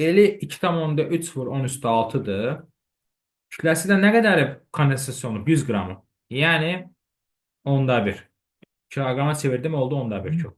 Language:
Azerbaijani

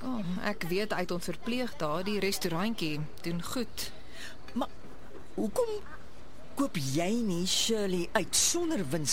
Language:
Afrikaans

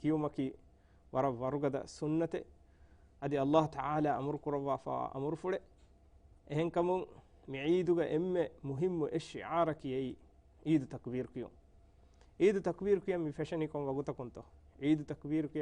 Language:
Divehi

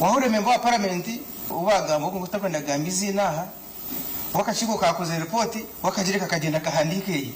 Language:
Nyankole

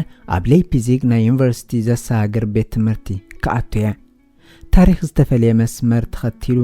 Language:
Tigrinya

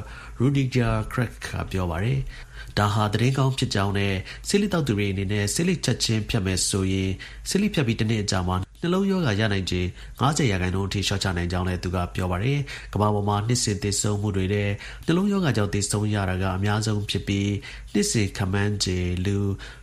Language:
Burmese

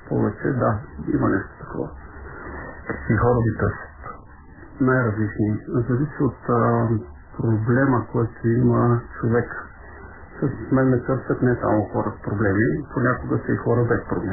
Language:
Bulgarian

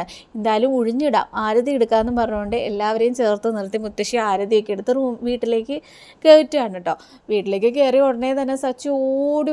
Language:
Malayalam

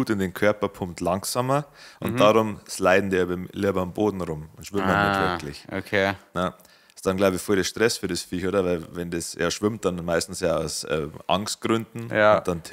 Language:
Bavarian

